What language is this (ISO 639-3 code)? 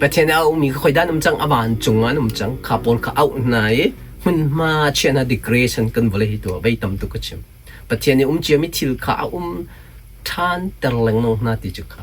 cnh